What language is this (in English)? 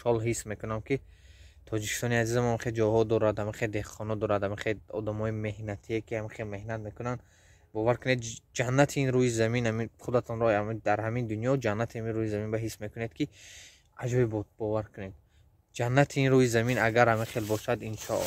Tajik